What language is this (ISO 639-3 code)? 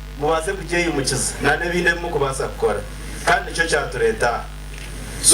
nyn